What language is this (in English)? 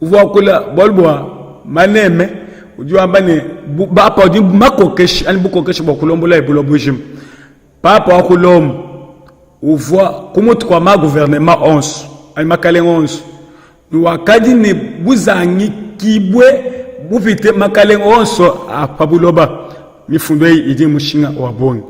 Luba-Lulua